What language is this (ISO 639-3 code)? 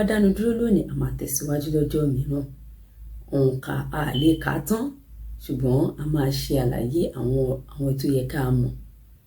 yor